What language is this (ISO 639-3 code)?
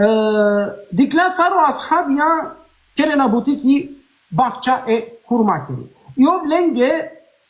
rmn